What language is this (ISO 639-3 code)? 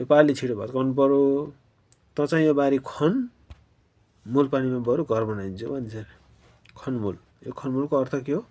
nep